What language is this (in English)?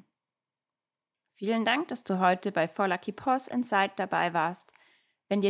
German